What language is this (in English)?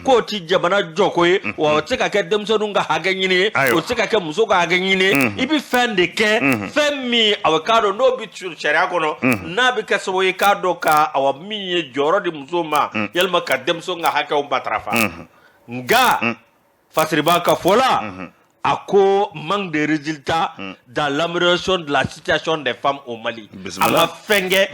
Bambara